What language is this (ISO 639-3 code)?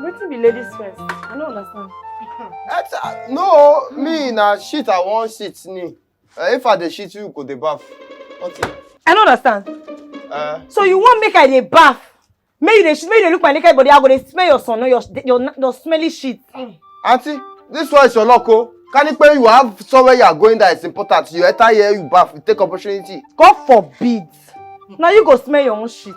pcm